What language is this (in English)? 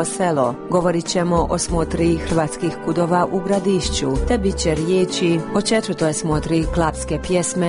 Croatian